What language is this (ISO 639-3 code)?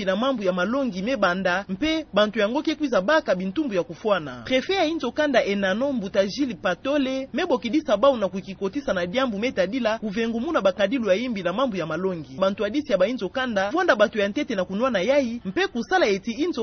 ktu